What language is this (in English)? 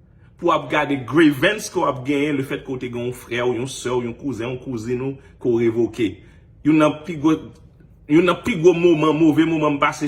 Haitian Creole